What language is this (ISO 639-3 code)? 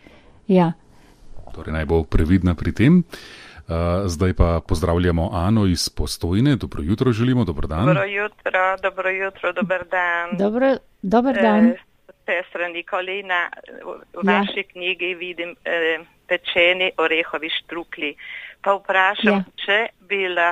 slv